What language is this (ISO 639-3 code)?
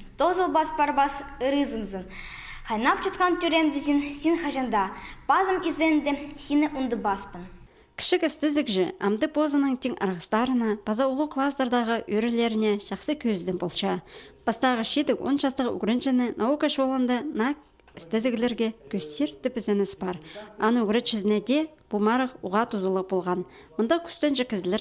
kjh